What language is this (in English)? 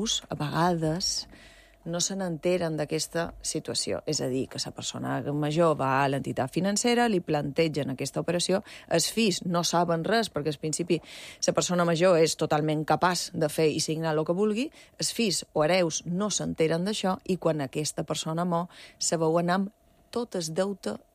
Catalan